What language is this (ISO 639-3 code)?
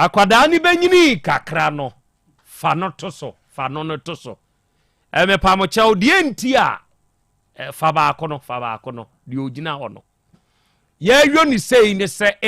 aka